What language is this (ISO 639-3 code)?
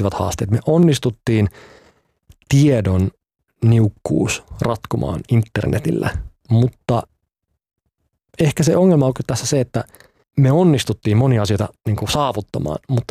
fin